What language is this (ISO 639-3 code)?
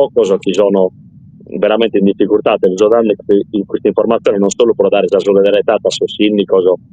srd